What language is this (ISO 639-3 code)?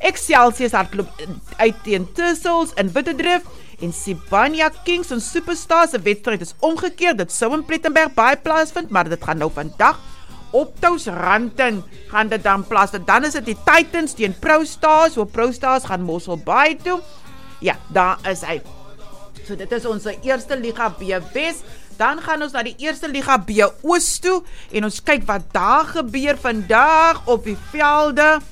afr